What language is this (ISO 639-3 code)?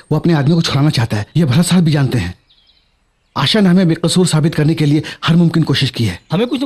hin